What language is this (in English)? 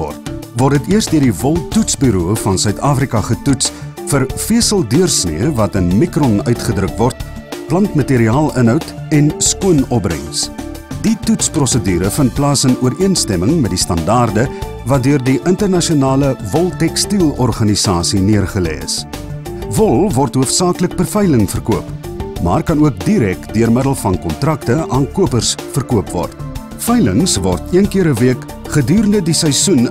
Afrikaans